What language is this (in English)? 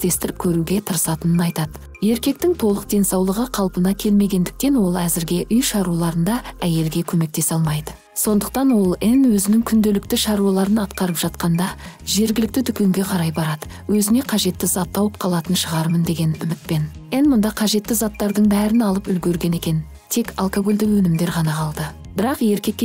Kazakh